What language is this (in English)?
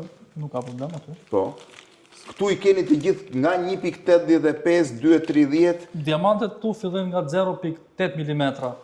Albanian